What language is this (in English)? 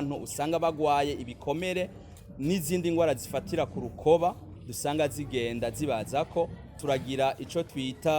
Rundi